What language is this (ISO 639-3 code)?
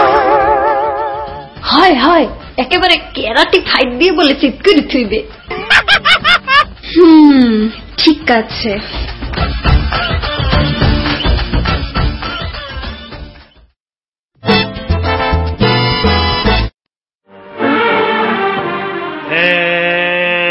ben